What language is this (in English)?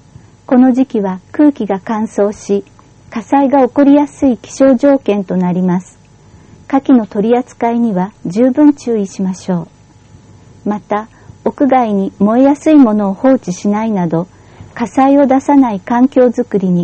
Japanese